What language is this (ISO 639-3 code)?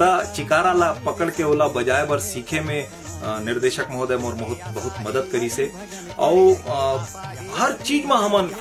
hne